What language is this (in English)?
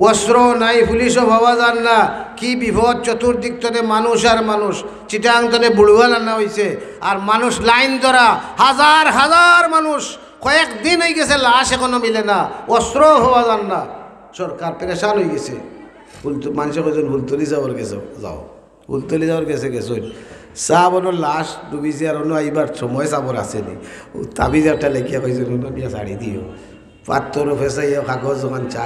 Sylheti